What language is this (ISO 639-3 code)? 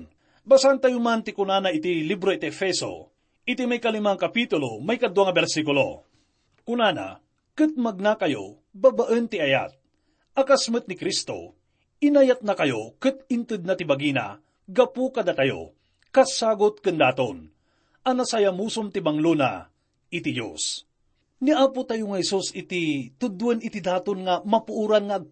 ilo